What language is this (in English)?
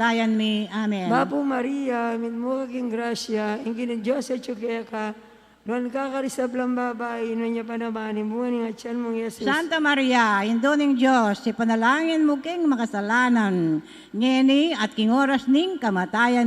Pampanga